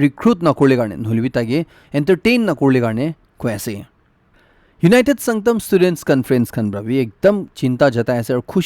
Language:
Naga Pidgin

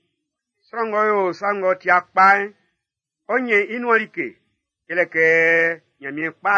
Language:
Baoulé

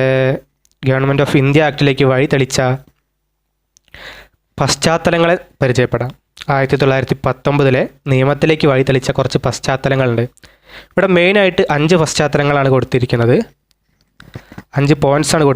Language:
Malayalam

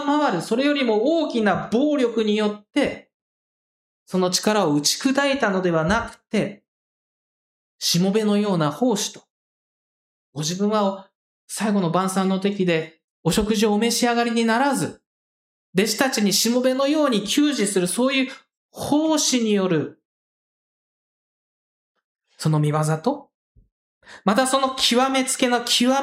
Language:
Japanese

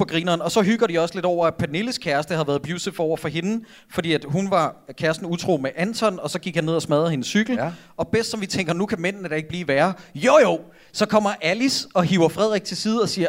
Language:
Danish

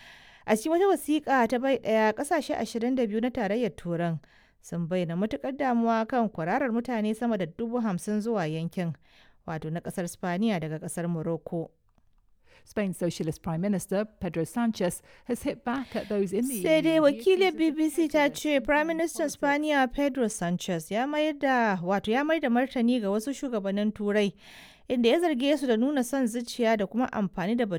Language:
Hausa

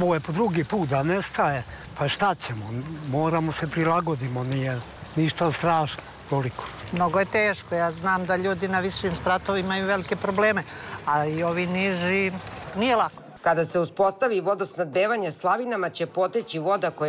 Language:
Serbian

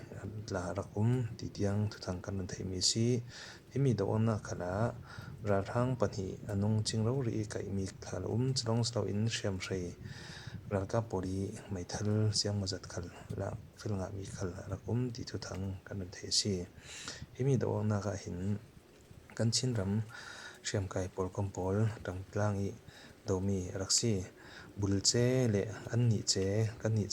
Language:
Falam Chin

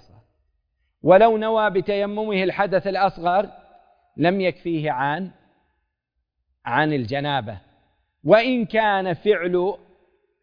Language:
Arabic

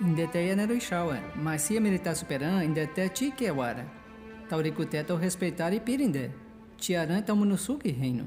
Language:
Nheengatu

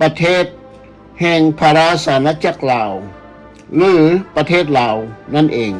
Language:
Lao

